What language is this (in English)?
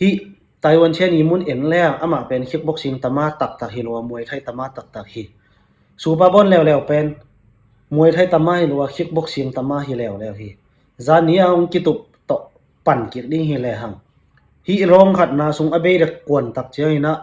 Tedim Chin